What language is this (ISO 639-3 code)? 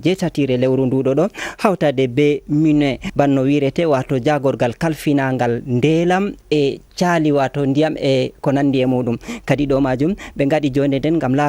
ful